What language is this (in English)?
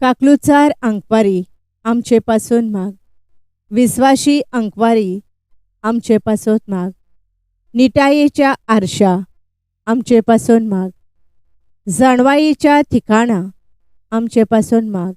Konkani